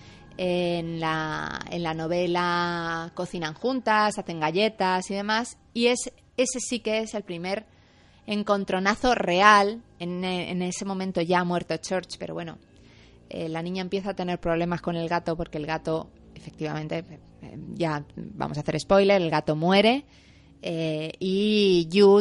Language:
Spanish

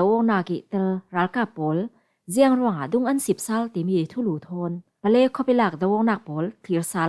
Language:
Falam Chin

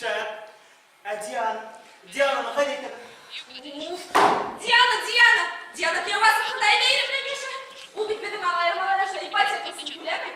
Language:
Bashkir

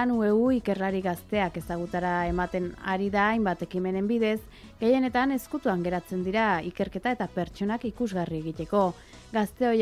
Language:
Basque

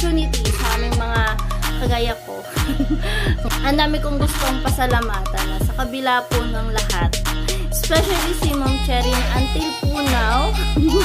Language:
Filipino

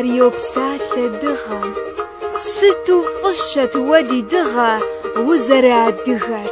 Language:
Kabardian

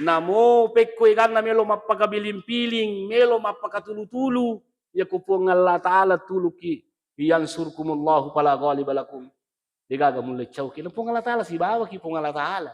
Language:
Buginese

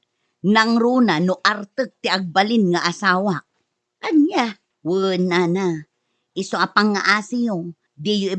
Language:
Iloko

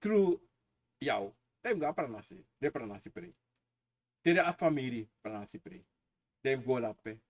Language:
Sranan Tongo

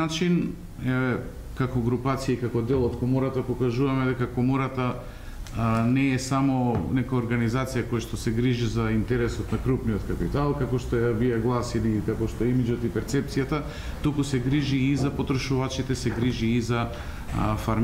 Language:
Macedonian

